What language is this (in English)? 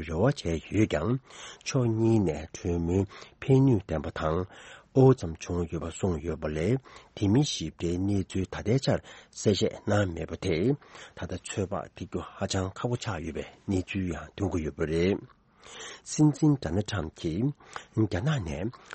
Tibetan